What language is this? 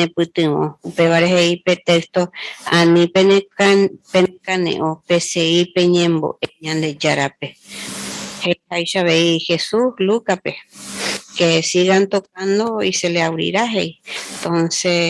Guarani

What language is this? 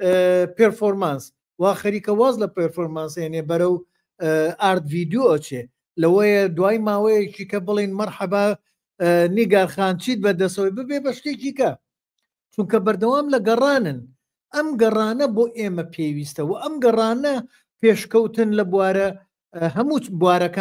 Central Kurdish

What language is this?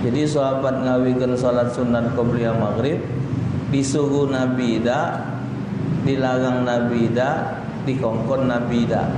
Musi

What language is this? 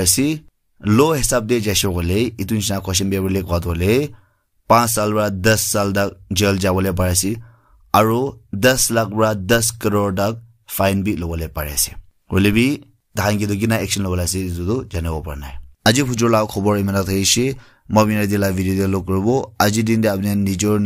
Naga Pidgin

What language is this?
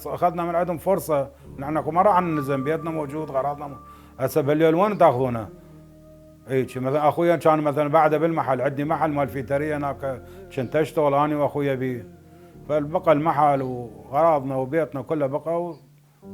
Mesopotamian Arabic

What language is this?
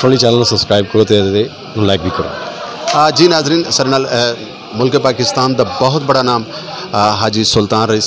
Saraiki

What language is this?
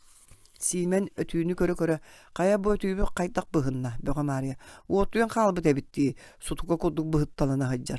Yakut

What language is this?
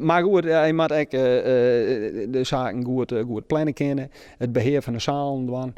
Western Frisian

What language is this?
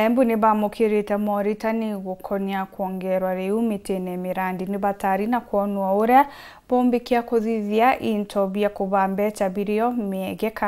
Meru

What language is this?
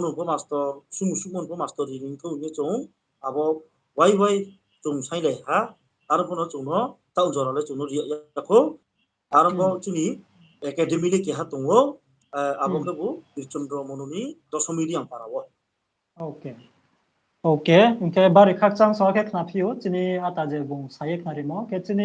Riang (India)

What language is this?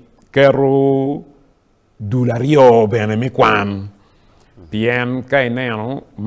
Acoli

